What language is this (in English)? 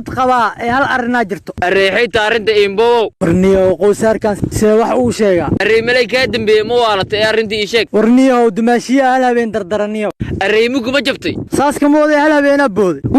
Somali